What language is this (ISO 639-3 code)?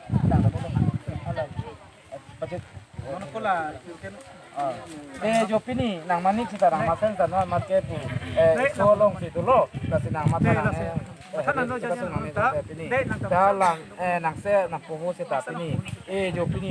mjw